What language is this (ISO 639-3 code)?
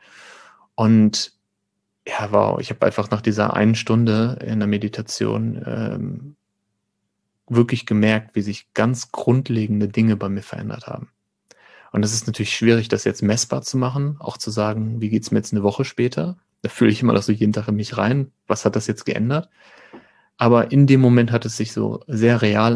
deu